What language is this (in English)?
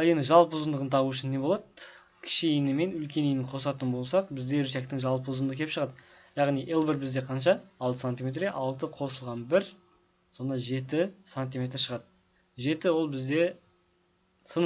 Kazakh